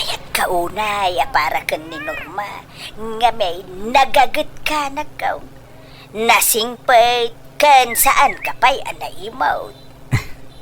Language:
Iloko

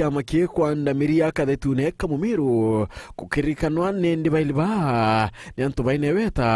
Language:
Meru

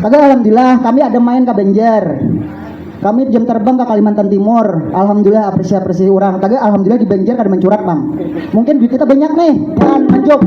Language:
Banjar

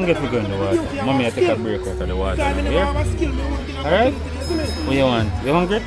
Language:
Jamaican Creole English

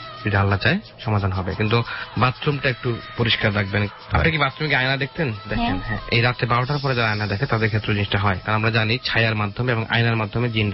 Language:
Bangla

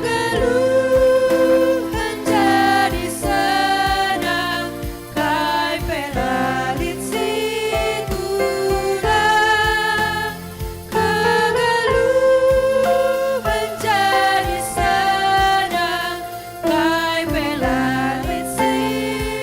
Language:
Batak Karo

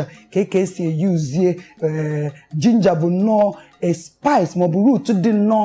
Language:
Igbo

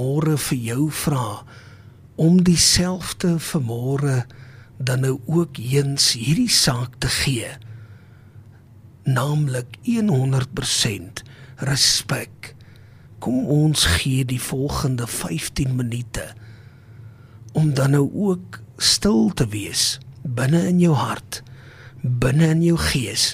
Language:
Afrikaans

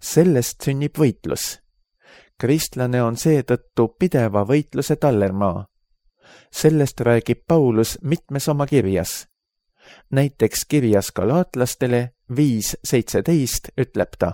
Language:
Estonian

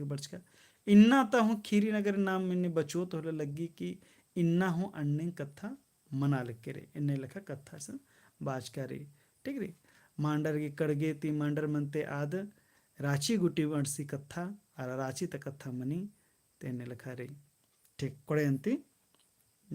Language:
Kurukh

